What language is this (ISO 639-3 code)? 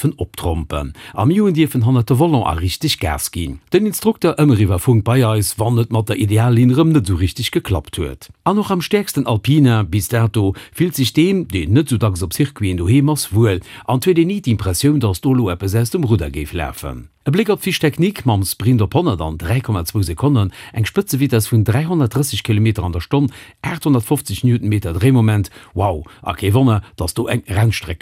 ltz